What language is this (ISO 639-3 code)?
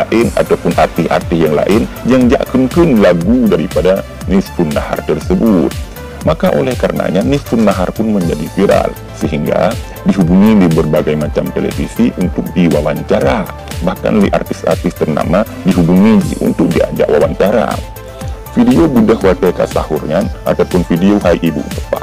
ace